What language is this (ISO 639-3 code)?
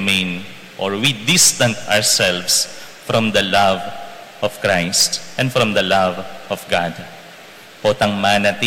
pam